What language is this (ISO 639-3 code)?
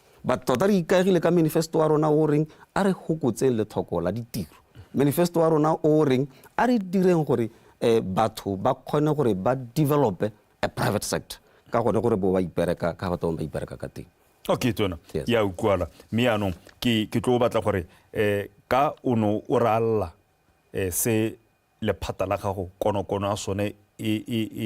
tsn